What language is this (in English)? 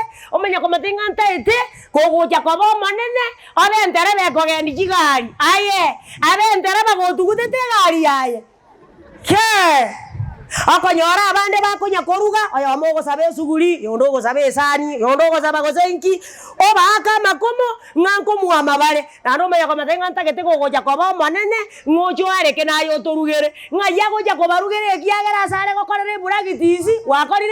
Gusii